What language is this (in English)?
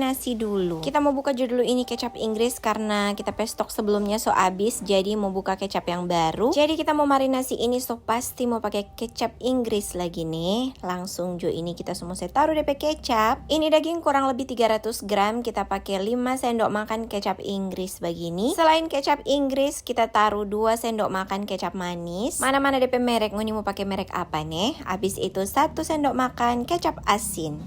Manado Malay